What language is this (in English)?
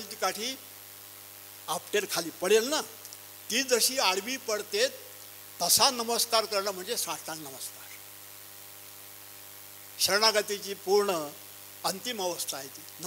Marathi